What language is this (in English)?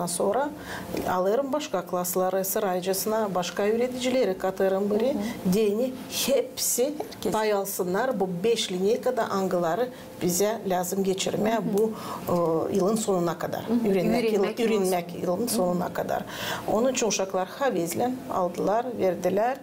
Gagauz